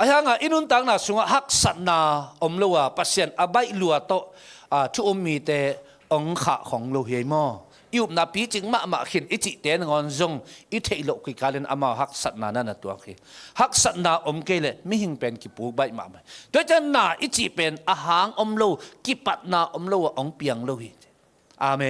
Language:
Tedim Chin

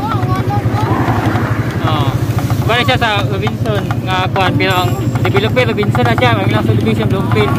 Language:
Cebuano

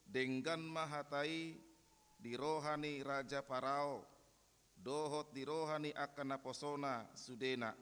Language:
Batak Toba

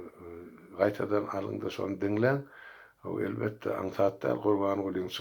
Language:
Turkmen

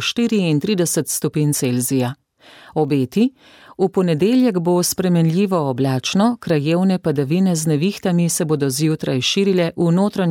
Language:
Slovenian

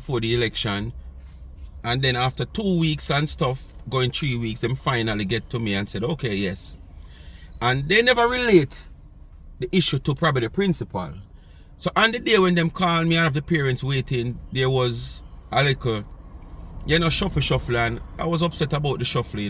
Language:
Jamaican Creole English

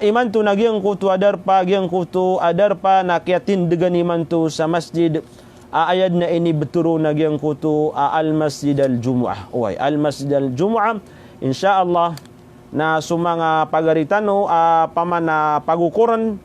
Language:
Maranao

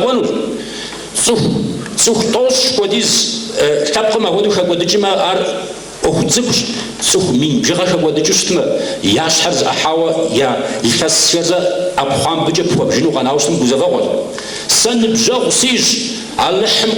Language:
Kabardian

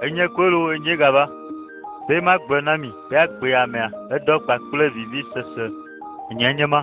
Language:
Ewe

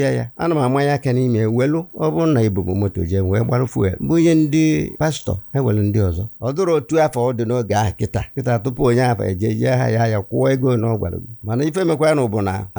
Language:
Igbo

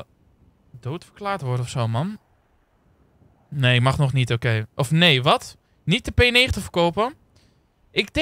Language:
Dutch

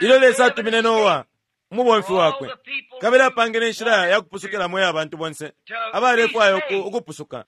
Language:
Bemba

